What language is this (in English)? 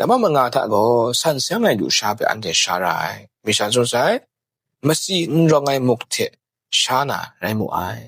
Kachin